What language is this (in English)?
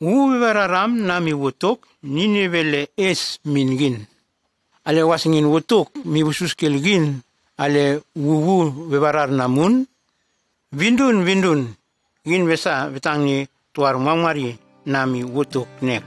Nume